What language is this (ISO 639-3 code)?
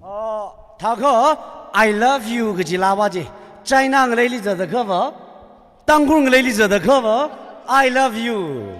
nmf